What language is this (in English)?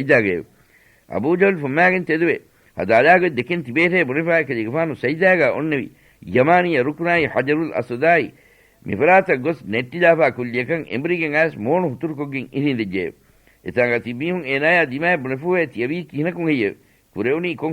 Divehi